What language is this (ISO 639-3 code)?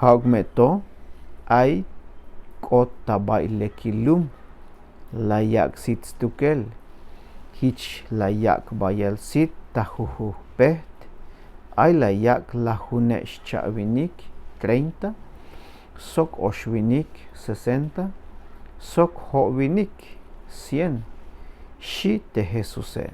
tzh